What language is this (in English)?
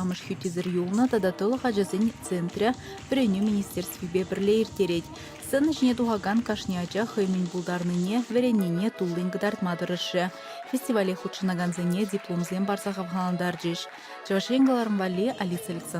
Chuvash